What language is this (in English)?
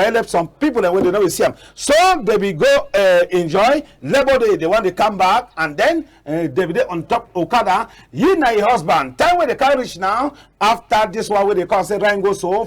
Cameroon Pidgin